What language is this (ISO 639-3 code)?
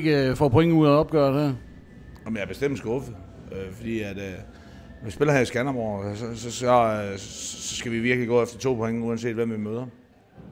dan